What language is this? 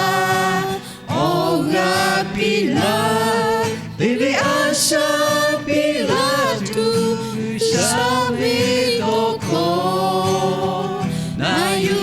Lahu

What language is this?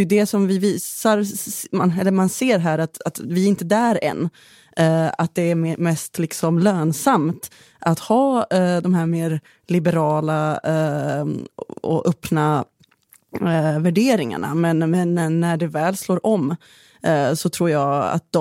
Swedish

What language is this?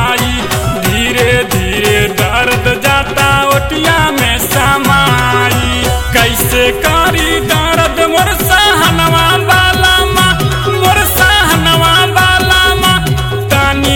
Bhojpuri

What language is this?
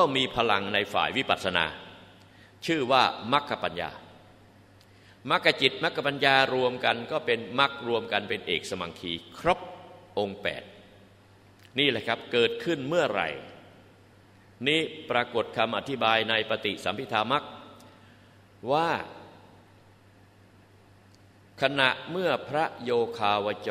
Thai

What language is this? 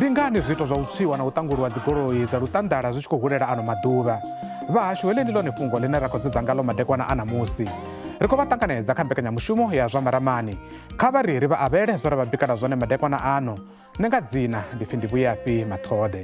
Venda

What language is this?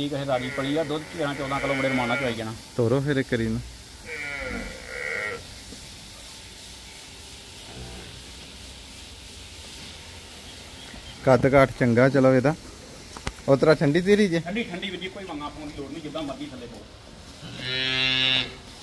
Punjabi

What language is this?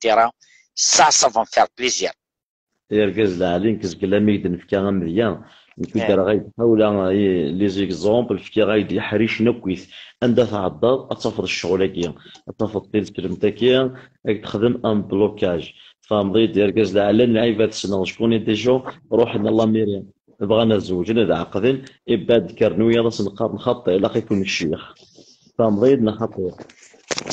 Kabyle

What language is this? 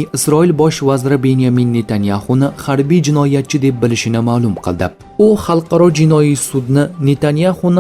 Uzbek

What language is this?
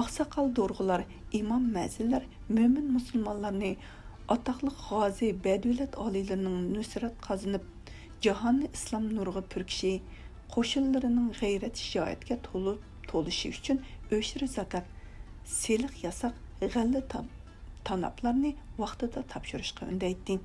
Uyghur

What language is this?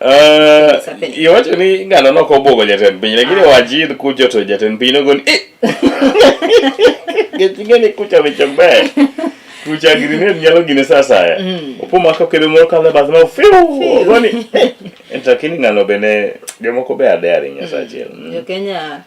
Luo (Kenya and Tanzania)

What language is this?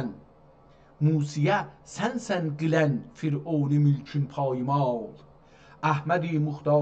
South Azerbaijani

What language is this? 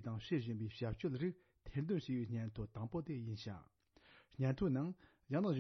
Tibetan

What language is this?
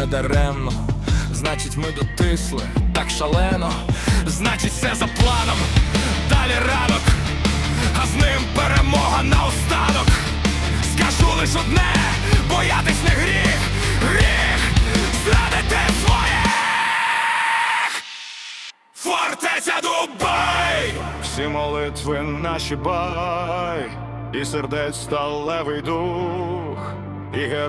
Ukrainian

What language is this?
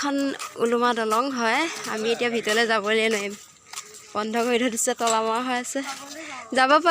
Assamese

